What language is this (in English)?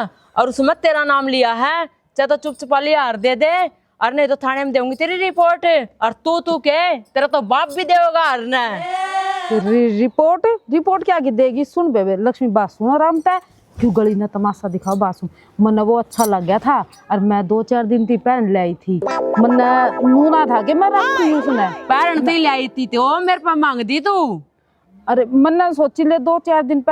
Haryanvi